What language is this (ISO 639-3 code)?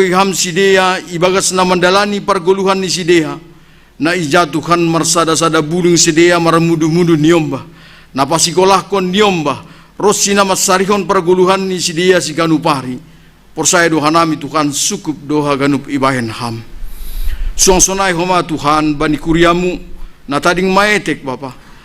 bts